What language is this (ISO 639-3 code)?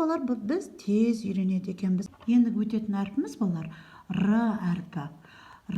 kaz